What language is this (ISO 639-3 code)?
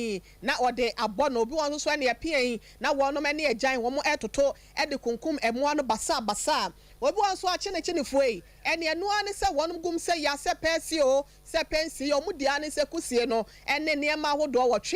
aka